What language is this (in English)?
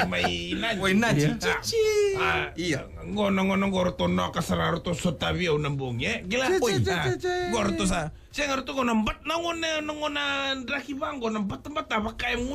Fijian